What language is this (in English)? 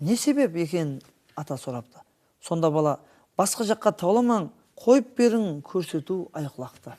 Kara-Kalpak